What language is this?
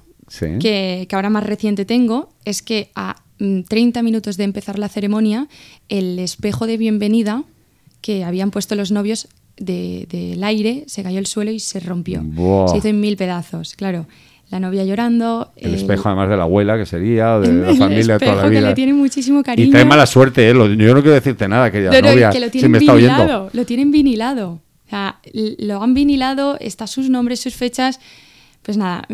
Spanish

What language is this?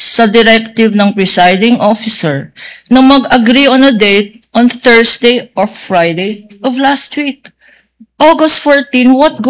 Filipino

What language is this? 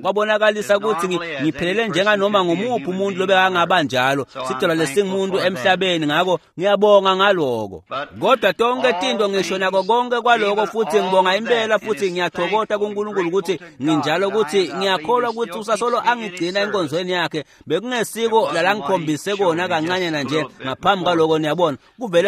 Swati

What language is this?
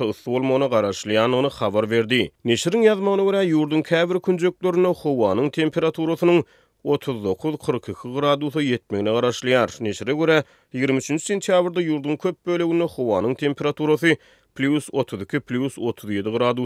Turkmen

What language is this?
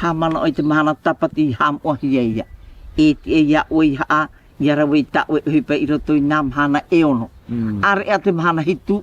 Tahitian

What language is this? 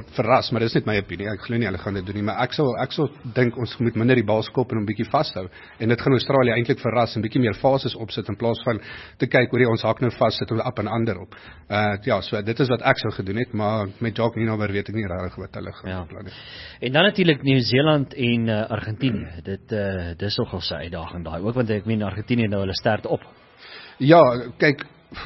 Afrikaans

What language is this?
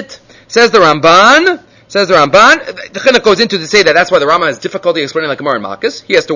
English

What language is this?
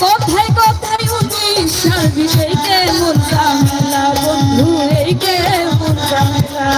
Sylheti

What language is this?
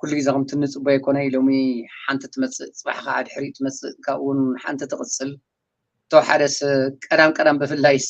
Tigrinya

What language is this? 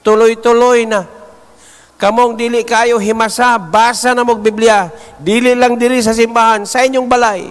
Cebuano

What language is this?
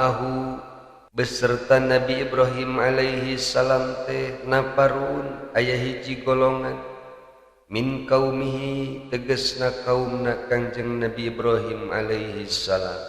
Sundanese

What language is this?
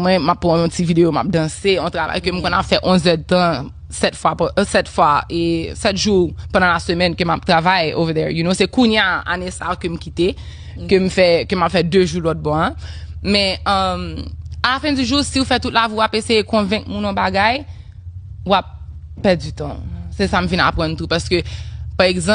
Haitian Creole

